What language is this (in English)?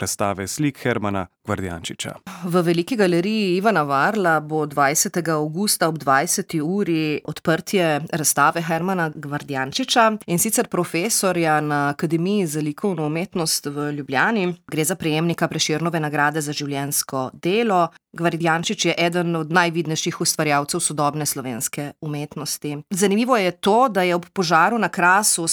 Slovenian